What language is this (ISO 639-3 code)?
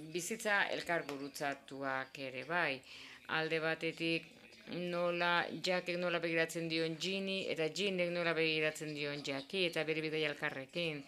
eus